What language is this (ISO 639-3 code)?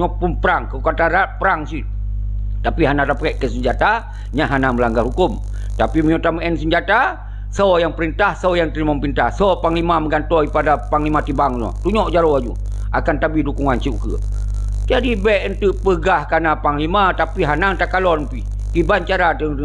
ace